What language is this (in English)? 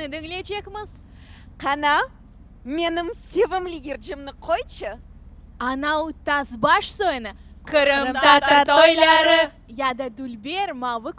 Crimean Tatar